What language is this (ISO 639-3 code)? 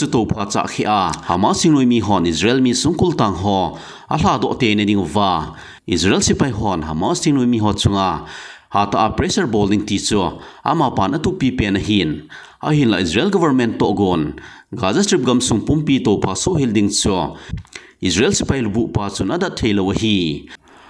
tcz